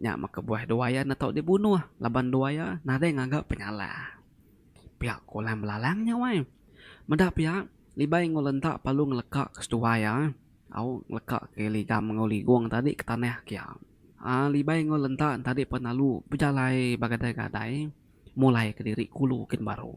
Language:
Iban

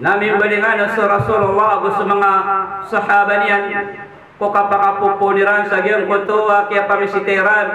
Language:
Maranao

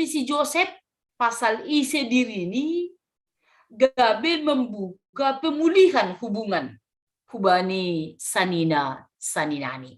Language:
Batak Simalungun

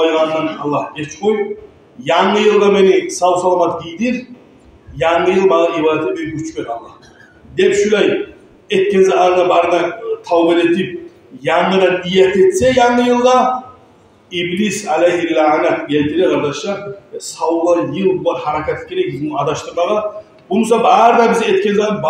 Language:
Kumyk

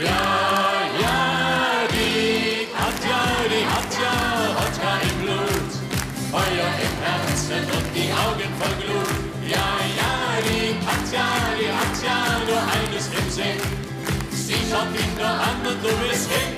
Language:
Bavarian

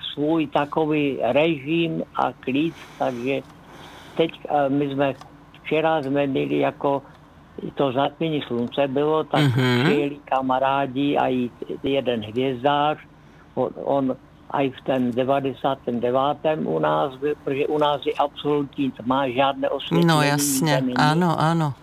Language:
Czech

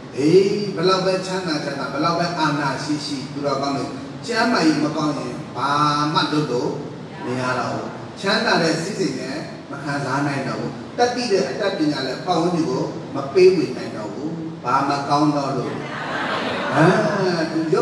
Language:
Burmese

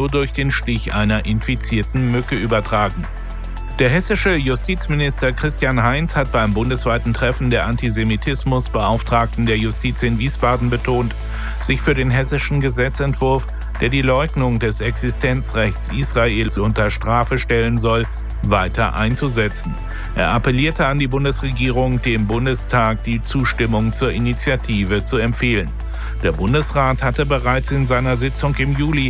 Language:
German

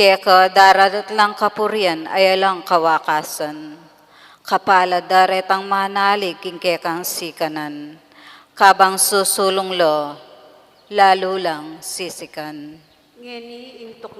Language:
Pampanga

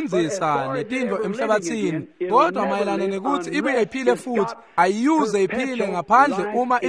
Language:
Swati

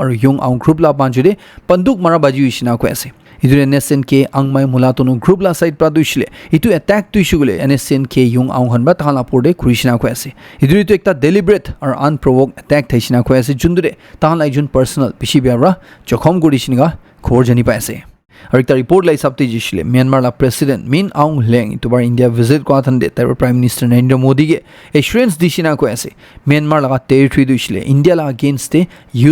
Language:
Naga Pidgin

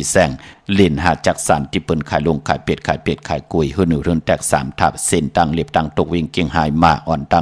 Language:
Shan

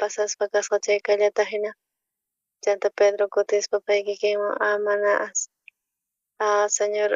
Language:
South Bolivian Quechua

